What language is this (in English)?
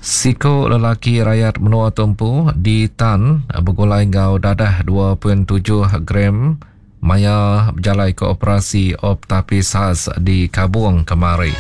Iban